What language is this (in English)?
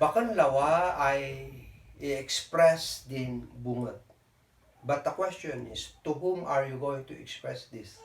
Kankanaey